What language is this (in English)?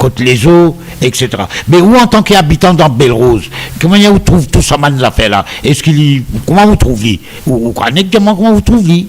Morisyen